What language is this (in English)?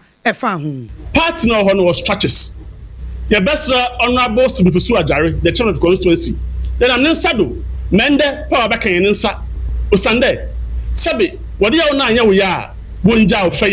Akan